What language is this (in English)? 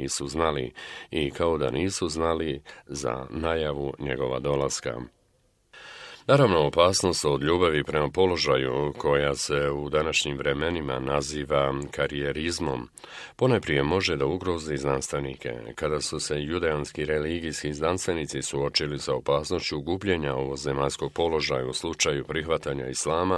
Bosnian